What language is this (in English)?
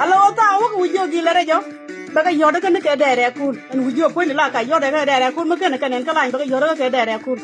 Nuer